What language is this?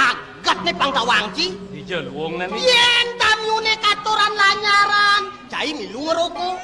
Balinese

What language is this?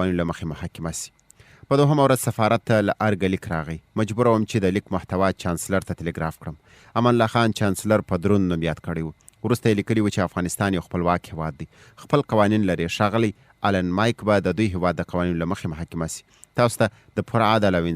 Pashto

